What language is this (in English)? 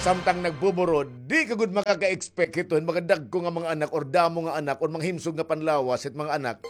Waray